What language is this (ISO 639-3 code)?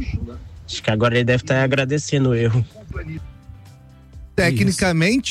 por